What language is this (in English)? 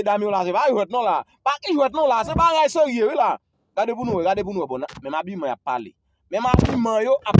Haitian Creole